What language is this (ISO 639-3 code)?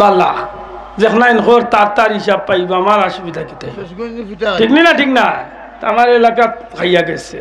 syl